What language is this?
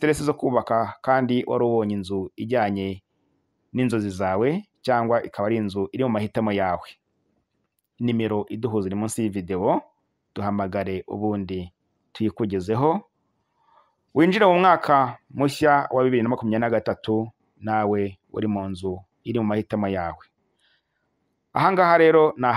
Kinyarwanda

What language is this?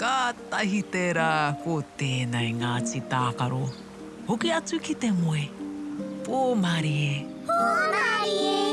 Māori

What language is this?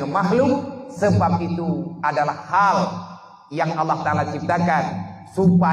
Achinese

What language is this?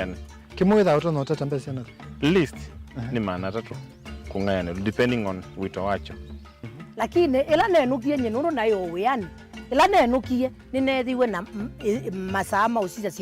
Kamba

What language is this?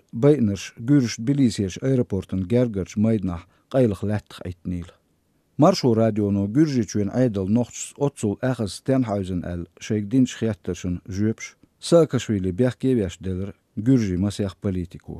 Chechen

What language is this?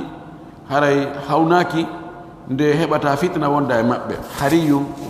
Pular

